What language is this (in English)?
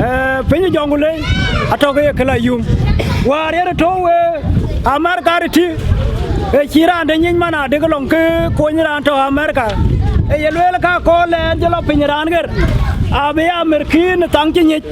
Dinka